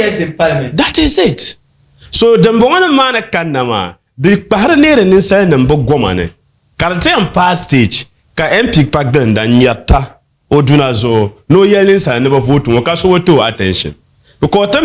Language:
Dagbani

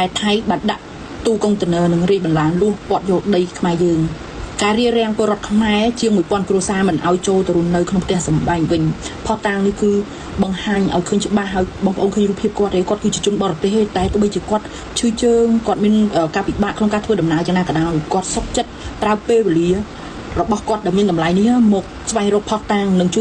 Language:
Khmer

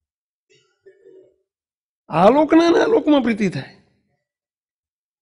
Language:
Gujarati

